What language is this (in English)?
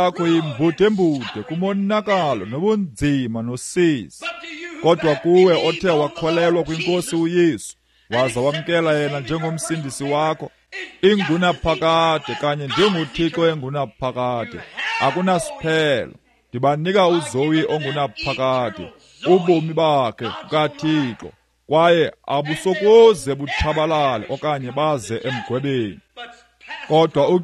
Xhosa